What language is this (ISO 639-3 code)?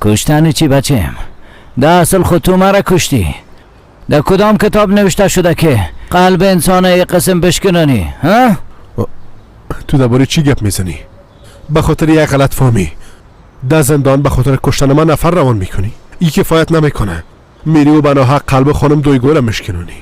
tgk